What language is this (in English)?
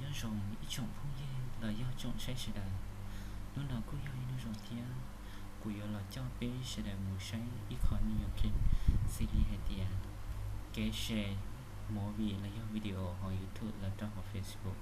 Hmong